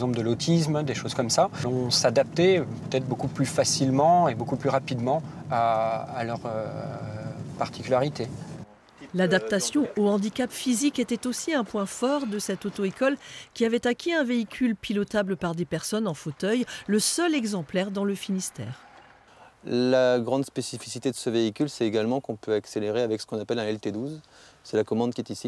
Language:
French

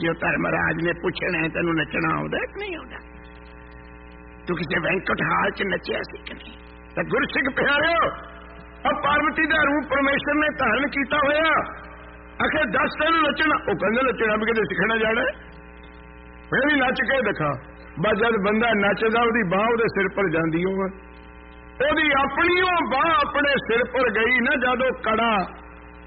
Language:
Punjabi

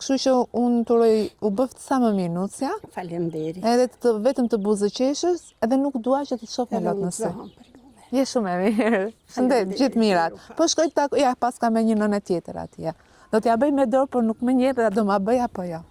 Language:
Albanian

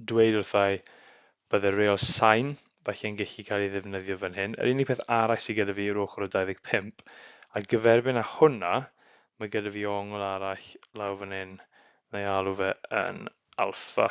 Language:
Welsh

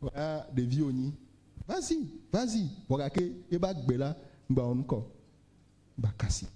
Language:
Ewe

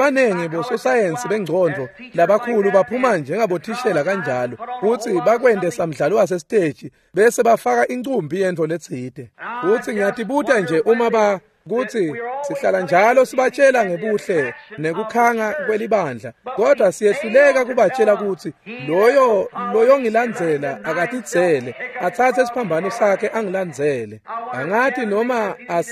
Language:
Swati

